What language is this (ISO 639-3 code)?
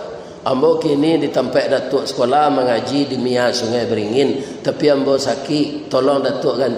min